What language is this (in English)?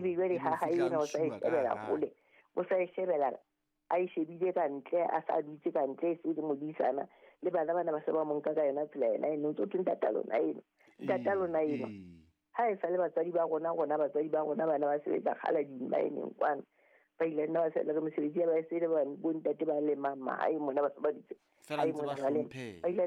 Southern Sotho